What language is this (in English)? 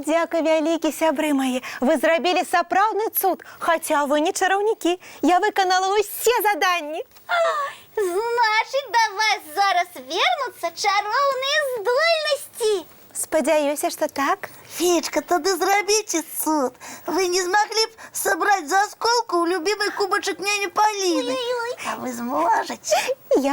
Belarusian